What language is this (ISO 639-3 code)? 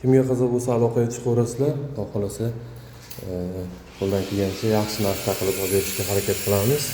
uzb